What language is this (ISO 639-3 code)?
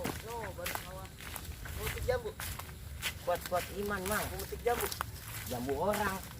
bew